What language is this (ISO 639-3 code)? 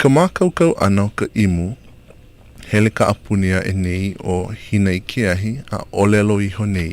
haw